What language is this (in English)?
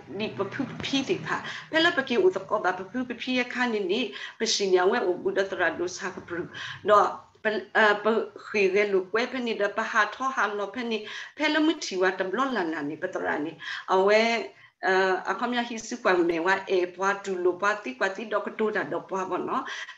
S'gaw Karen